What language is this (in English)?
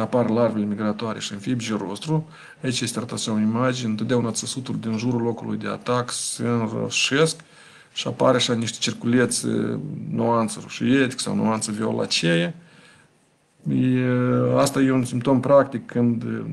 Romanian